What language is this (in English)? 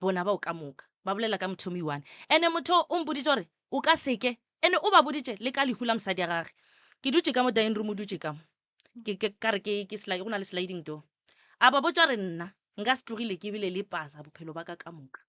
Northern Sotho